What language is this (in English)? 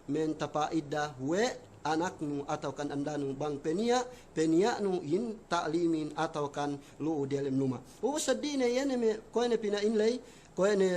Yakan